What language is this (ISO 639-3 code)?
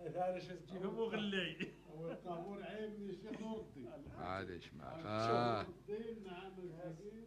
ary